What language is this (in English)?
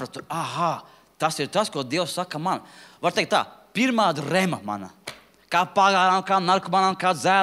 Latvian